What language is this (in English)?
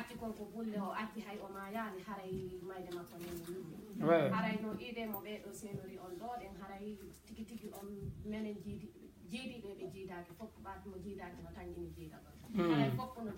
Fula